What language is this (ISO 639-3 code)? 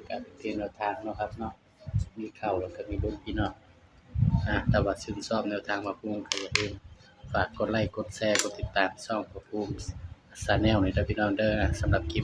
tts